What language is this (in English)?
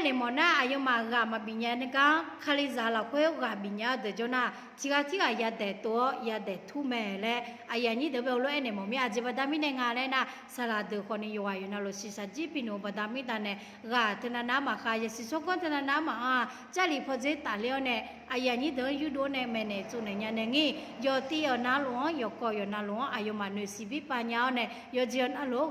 Akha